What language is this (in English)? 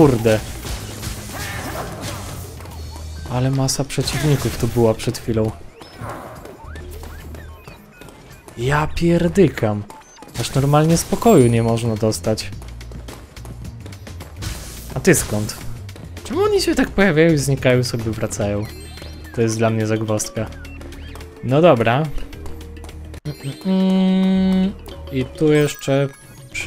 Polish